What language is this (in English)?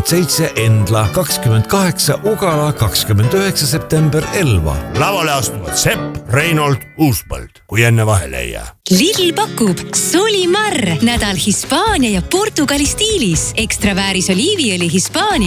Estonian